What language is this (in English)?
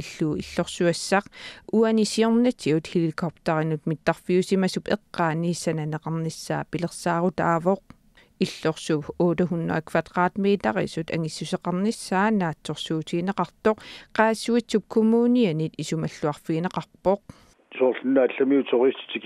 Kalaallisut